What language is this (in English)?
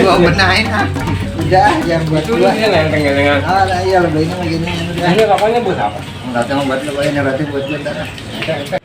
Betawi